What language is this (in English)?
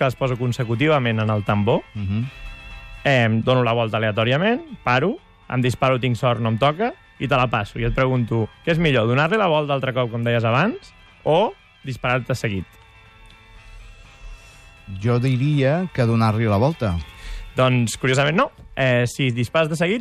Catalan